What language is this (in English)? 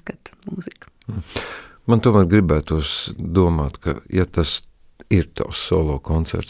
Latvian